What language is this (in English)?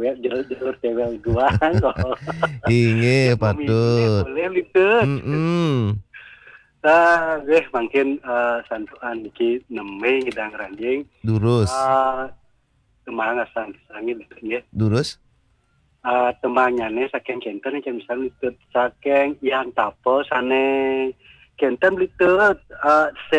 Balinese